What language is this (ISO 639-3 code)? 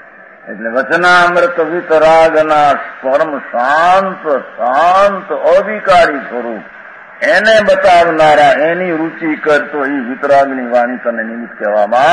guj